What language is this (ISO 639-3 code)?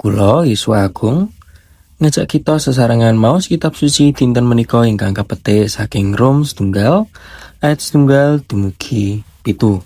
jav